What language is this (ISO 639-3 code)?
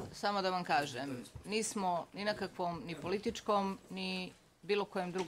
bos